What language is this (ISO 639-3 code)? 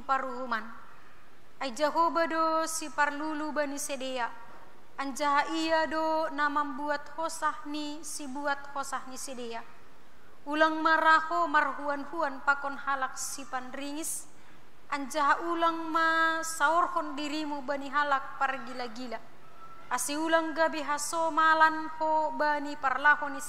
bts